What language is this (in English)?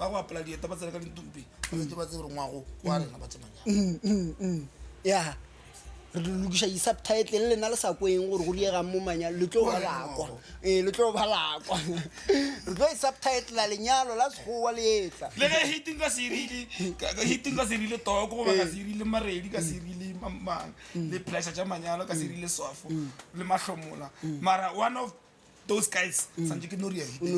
Northern Sotho